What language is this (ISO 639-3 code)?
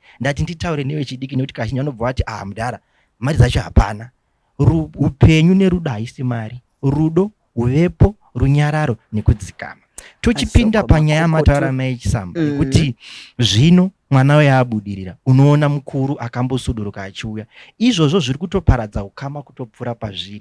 sna